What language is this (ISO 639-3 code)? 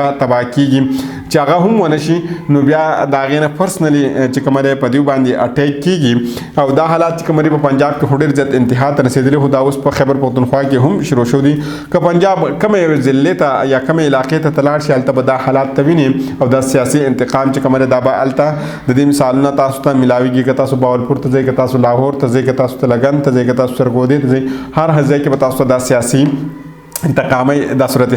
pus